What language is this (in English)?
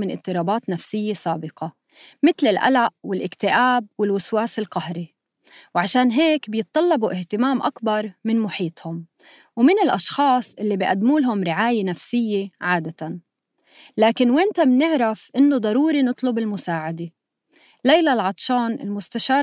North Levantine Arabic